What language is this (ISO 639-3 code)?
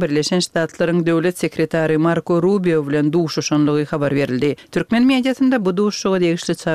tuk